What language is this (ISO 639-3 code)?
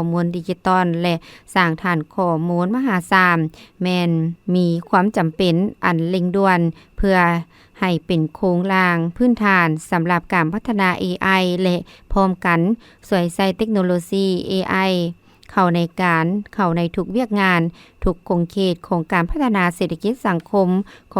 lao